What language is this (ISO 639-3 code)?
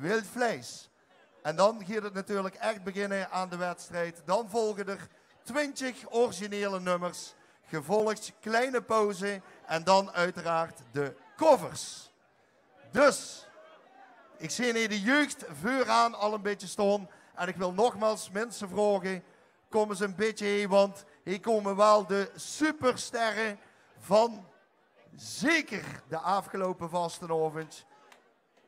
lim